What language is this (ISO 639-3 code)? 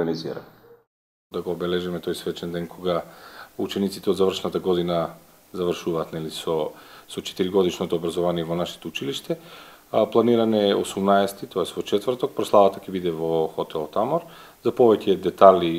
mkd